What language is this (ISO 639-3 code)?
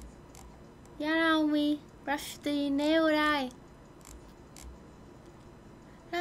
vie